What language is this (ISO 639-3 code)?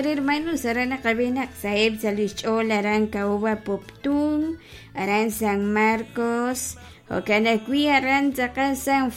kek